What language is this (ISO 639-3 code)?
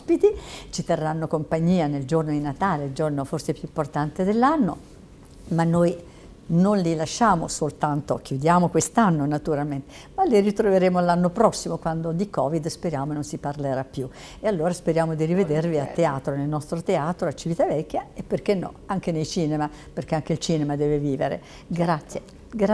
ita